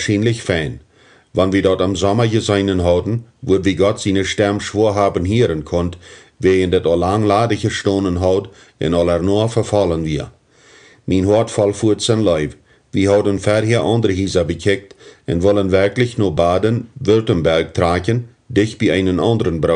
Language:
Plautdietsch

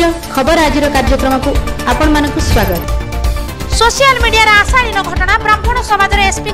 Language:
Odia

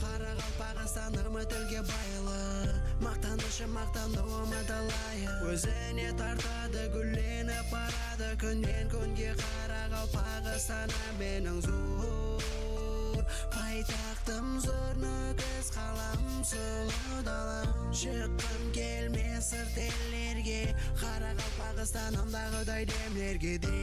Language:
Kara-Kalpak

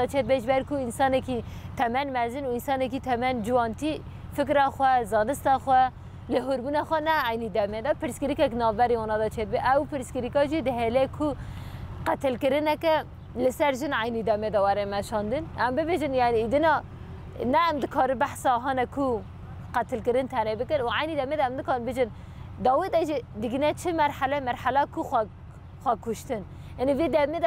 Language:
Kurdish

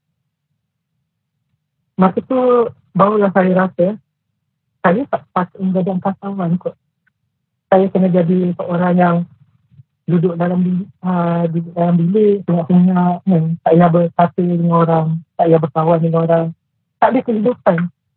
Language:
Malay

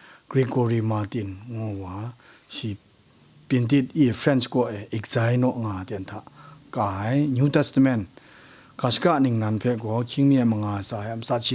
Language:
Kachin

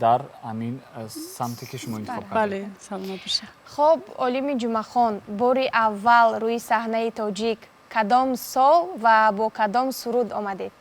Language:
Tajik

